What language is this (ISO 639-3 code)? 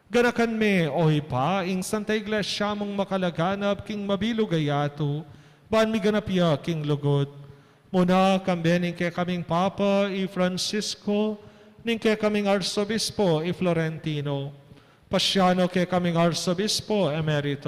pam